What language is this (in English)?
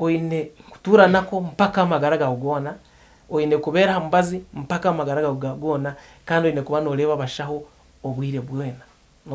Nyankole